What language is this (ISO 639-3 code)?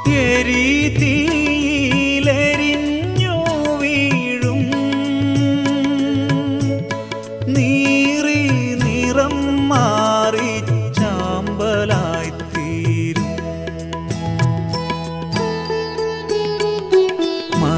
mal